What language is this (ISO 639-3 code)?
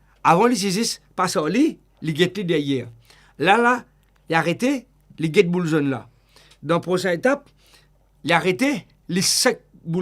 mfe